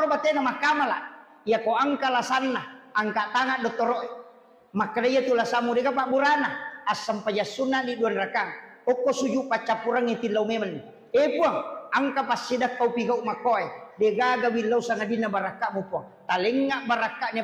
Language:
Buginese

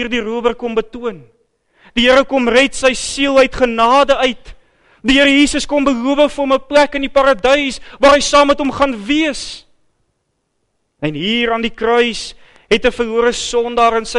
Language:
Afrikaans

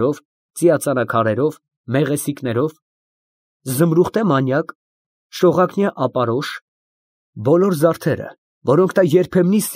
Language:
Armenian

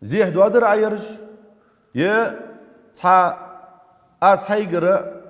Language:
Ingush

